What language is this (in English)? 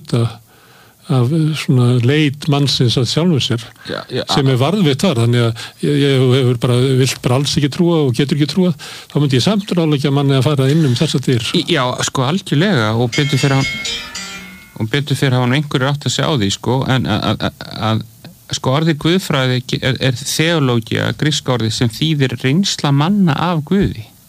Icelandic